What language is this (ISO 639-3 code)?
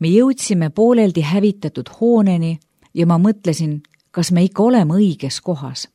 est